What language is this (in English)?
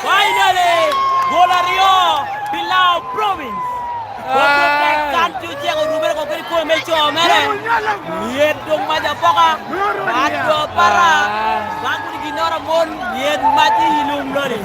Lango (Uganda)